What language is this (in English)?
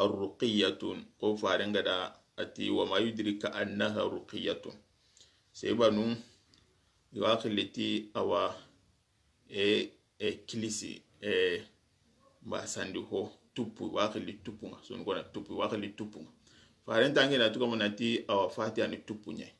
Soninke